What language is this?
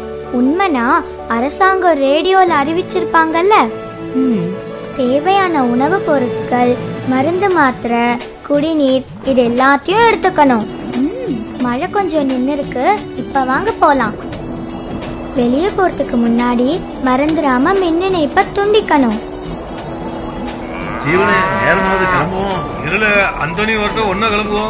Tamil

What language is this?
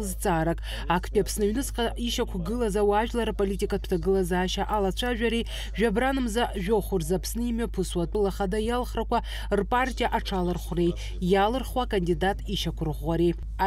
Abkhazian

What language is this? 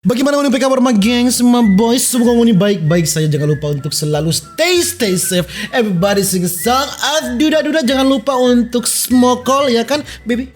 Manado Malay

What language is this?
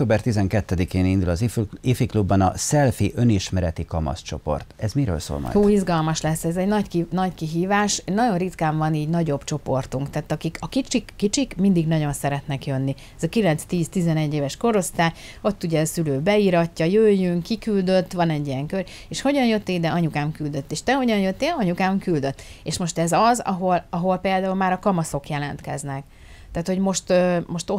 Hungarian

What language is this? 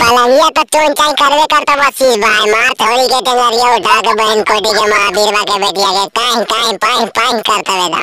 Magahi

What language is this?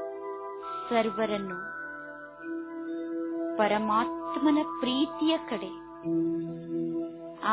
Kannada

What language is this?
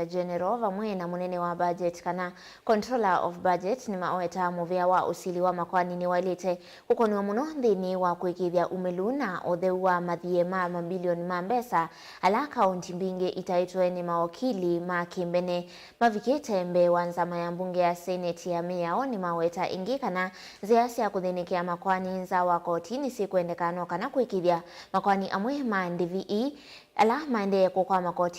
Kamba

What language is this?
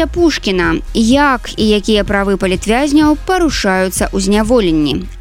Belarusian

